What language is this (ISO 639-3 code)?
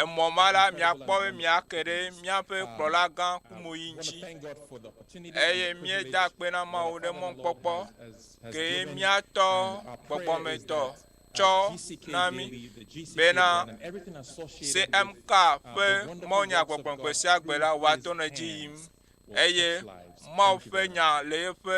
ewe